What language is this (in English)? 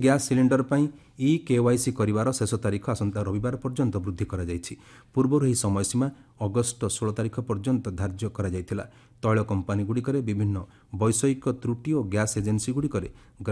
Odia